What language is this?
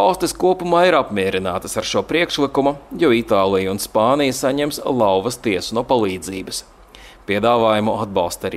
Latvian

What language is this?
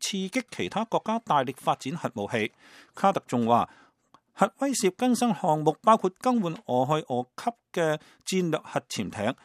Cantonese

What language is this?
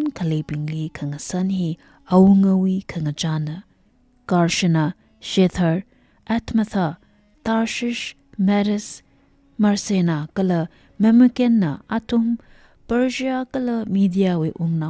Tangkhul Naga (India)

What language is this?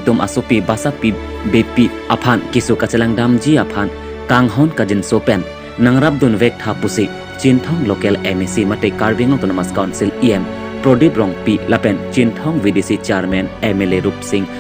Karbi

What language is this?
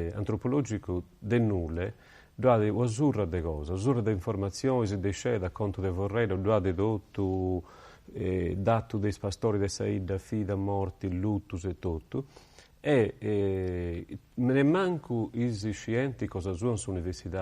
Sardinian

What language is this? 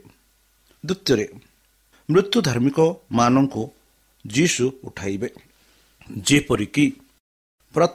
Odia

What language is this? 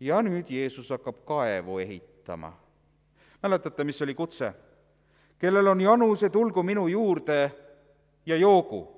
Estonian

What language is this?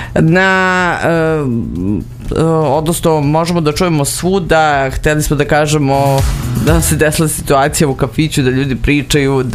Serbian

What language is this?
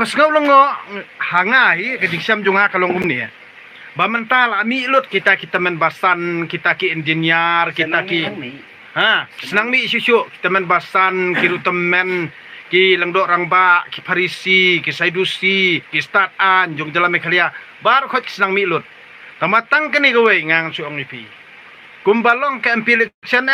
Khasi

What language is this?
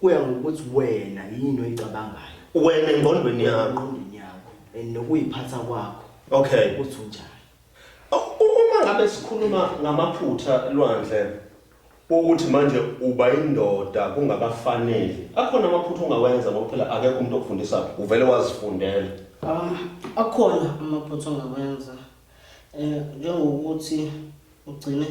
Zulu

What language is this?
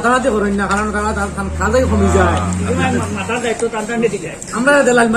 Sylheti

